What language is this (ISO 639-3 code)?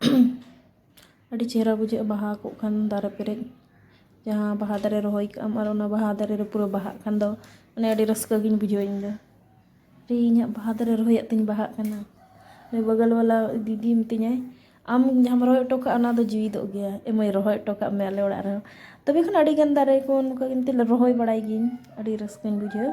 sat